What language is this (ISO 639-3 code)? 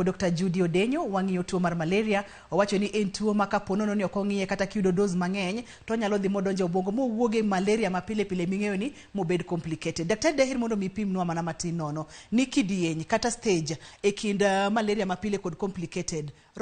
luo